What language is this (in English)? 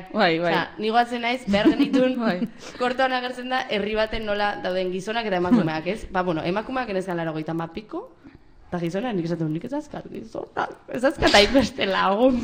Basque